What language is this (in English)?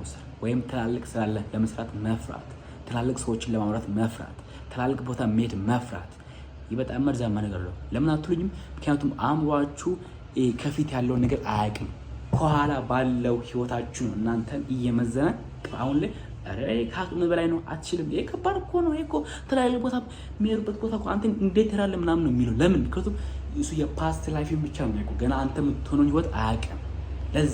Amharic